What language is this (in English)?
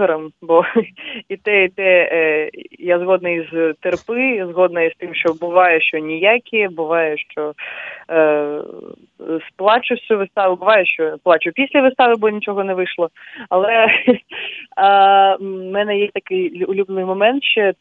Ukrainian